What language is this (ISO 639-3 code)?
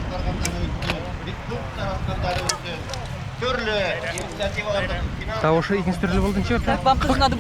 bak